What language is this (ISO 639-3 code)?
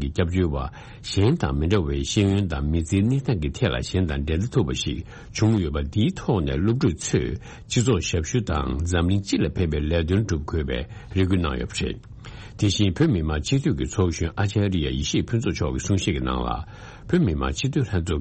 bod